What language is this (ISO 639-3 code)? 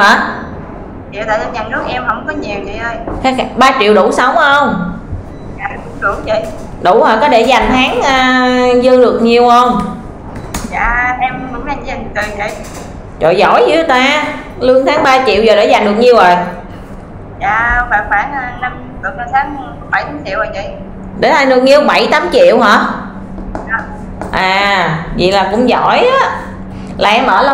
vie